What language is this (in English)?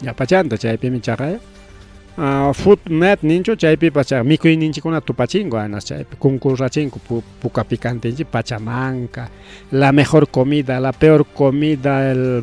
Ayacucho Quechua